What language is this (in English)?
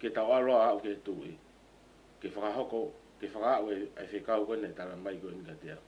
Tongan